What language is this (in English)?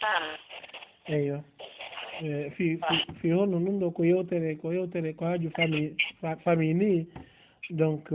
Fula